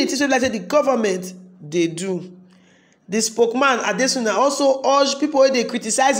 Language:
Nigerian Pidgin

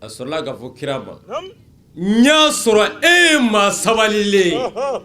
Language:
Bambara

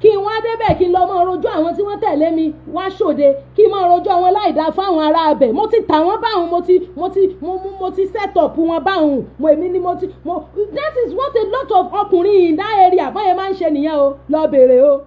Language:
Yoruba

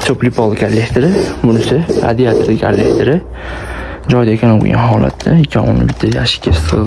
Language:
Uzbek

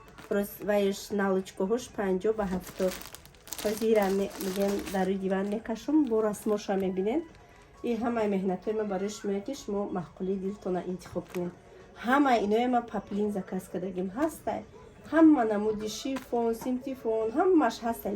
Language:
Tajik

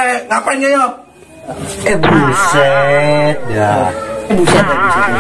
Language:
Betawi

